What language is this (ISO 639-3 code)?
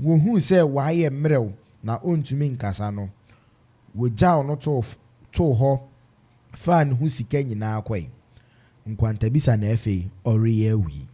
aka